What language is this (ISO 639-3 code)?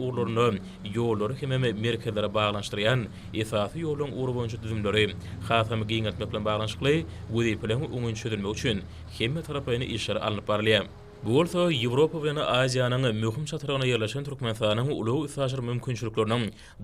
tuk